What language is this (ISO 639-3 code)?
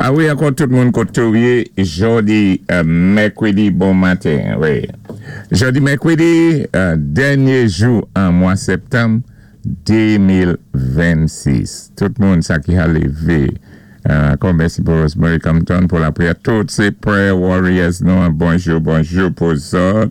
acf